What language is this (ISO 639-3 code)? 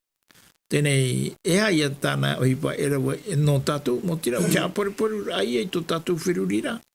tah